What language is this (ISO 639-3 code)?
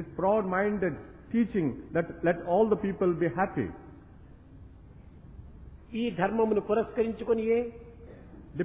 tel